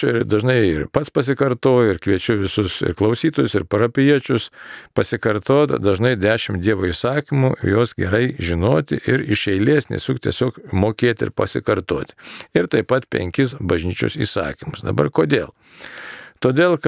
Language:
Lithuanian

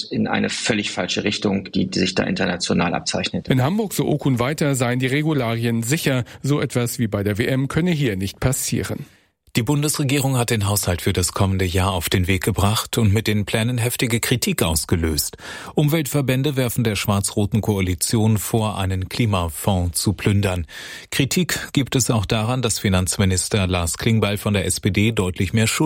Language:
German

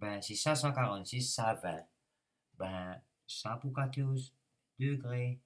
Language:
Morisyen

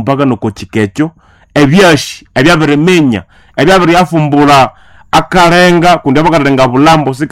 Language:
Nande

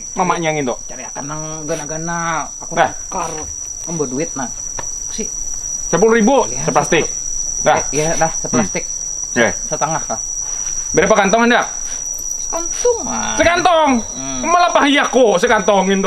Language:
Banjar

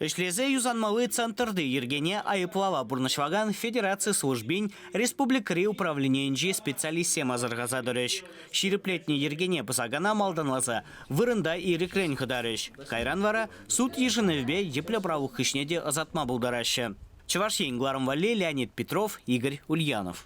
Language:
Chuvash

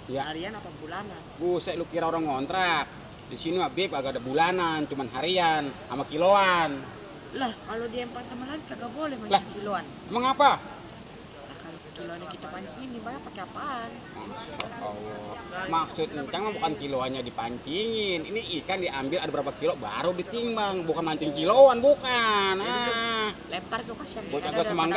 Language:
Betawi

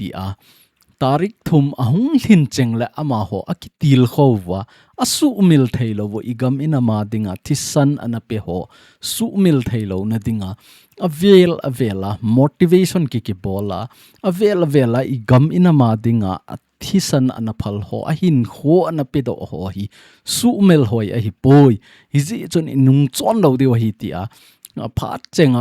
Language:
Thado Chin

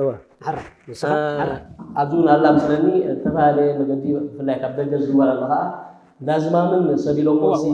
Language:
Tigrinya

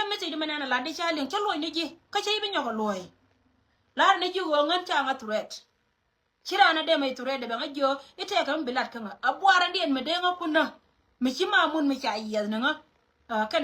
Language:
Nuer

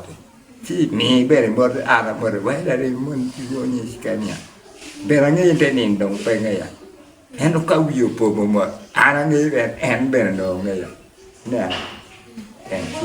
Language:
Acoli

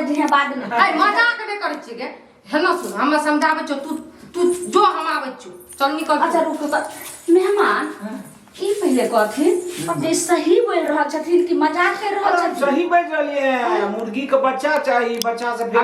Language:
Maithili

